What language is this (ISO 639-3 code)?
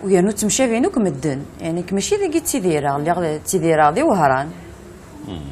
kab